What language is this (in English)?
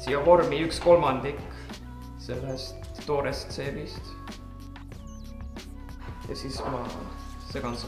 Estonian